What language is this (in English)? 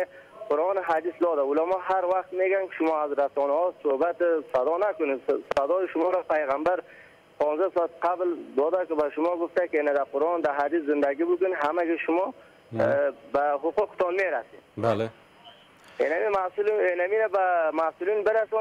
Persian